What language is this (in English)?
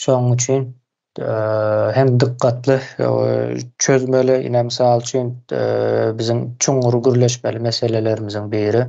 Turkmen